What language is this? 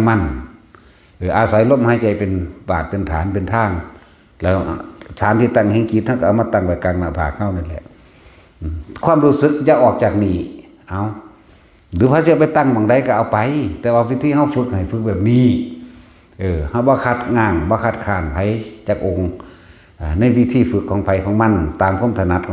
Northeastern Thai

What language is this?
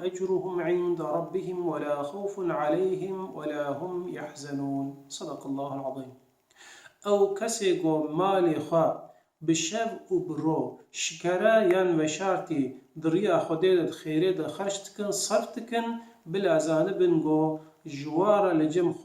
Kurdish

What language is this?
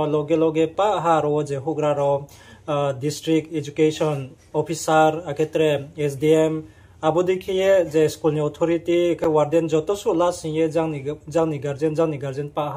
Riang (India)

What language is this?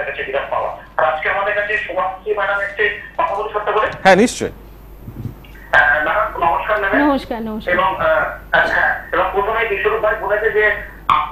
Bangla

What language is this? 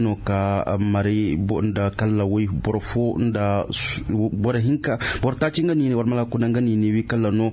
Koyraboro Senni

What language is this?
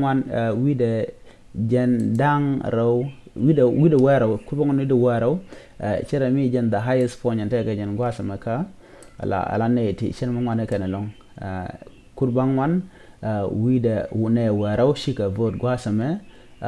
Nuer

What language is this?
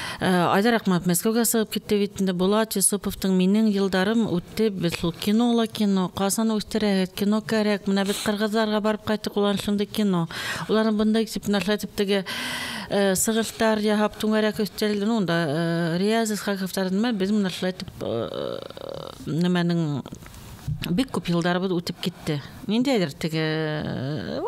Bashkir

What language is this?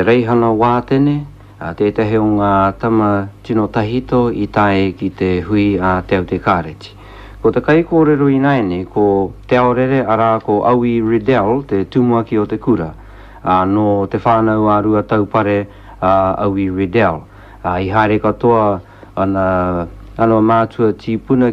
Māori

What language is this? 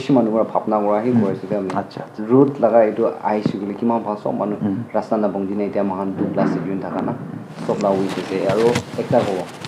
Naga Pidgin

